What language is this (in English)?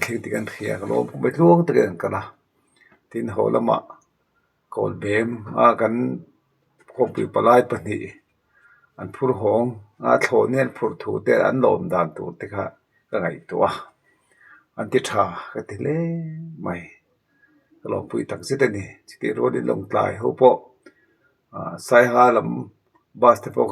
Mizo